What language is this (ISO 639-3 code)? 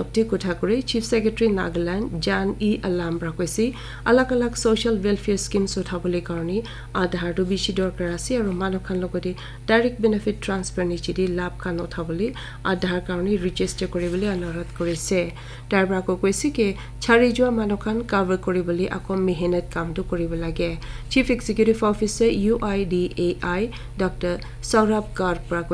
nag